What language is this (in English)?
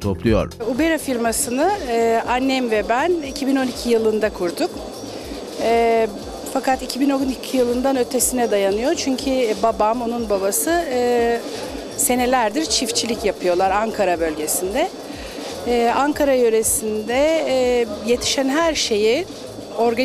Turkish